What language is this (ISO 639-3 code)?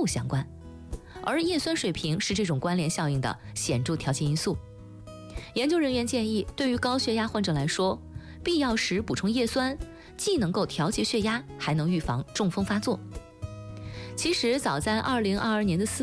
zho